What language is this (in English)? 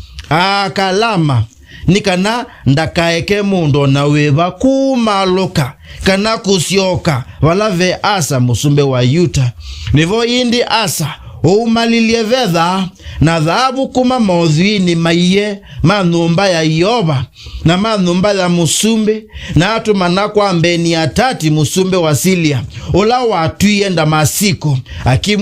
Kamba